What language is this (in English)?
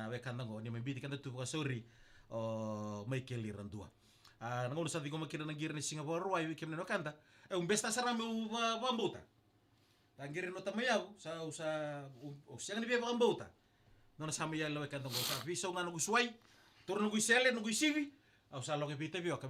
Fijian